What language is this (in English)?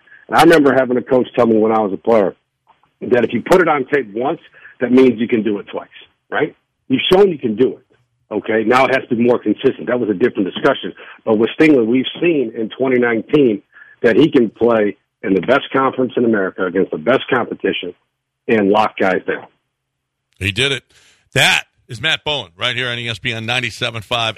English